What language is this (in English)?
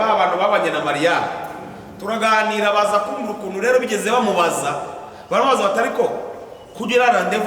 Kinyarwanda